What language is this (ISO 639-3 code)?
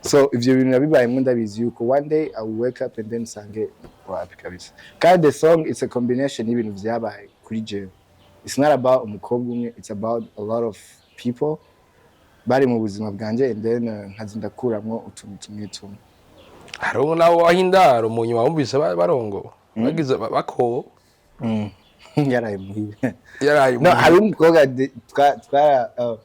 run